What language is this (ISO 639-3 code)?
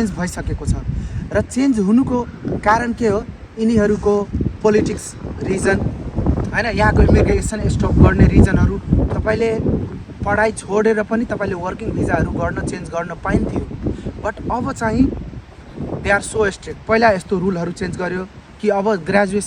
nep